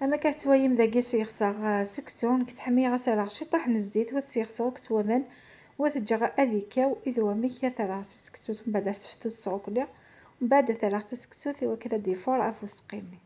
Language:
Kabyle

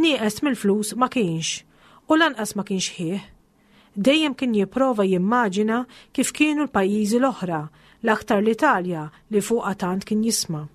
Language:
Maltese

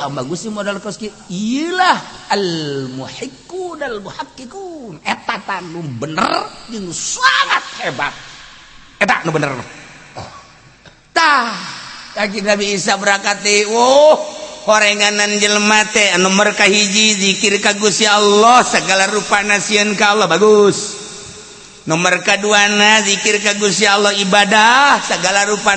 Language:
Sundanese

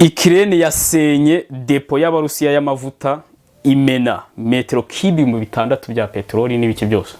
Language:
Kinyarwanda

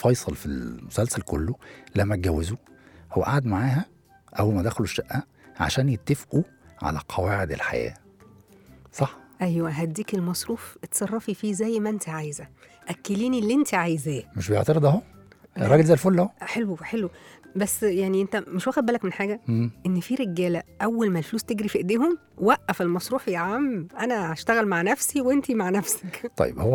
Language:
Egyptian Arabic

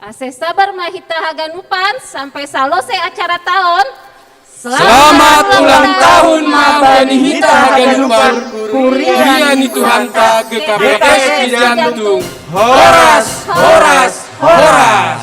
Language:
Batak Simalungun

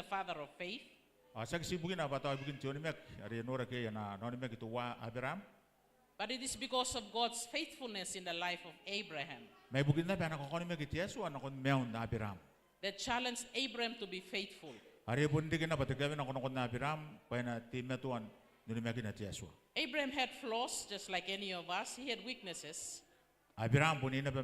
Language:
Gilbertese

